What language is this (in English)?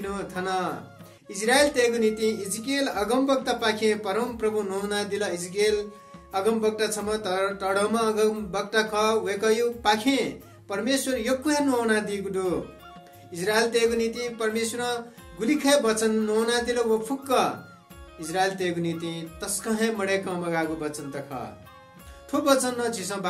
Newari